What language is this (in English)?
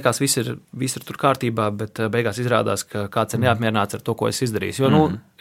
Latvian